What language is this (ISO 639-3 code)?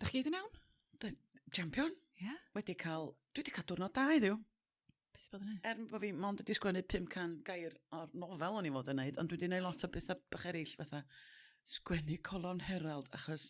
cym